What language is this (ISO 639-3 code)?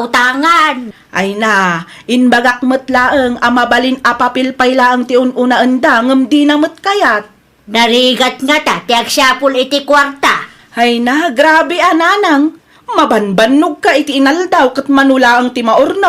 ilo